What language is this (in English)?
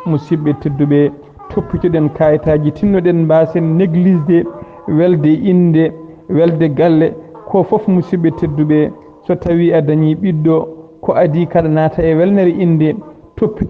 Fula